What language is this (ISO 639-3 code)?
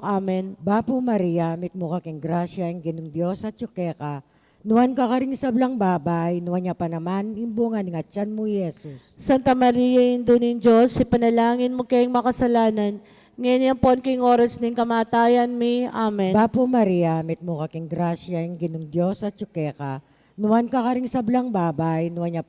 pam